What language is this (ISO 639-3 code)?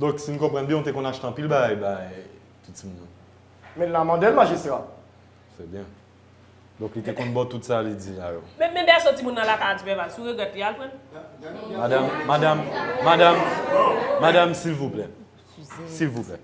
hat